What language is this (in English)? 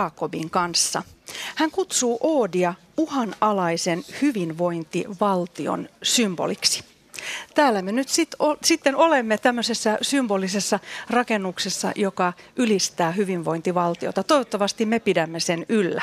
Finnish